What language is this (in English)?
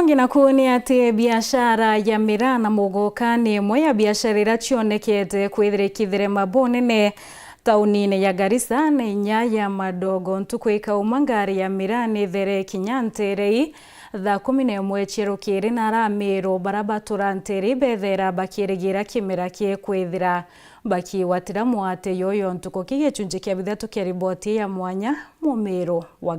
Meru